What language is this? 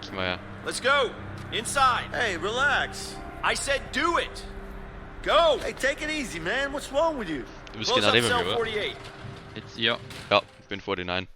Bavarian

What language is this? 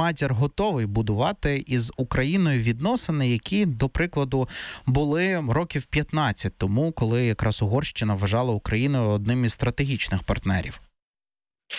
Ukrainian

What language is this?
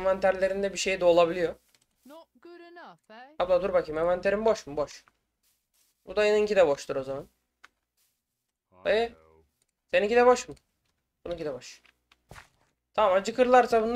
Turkish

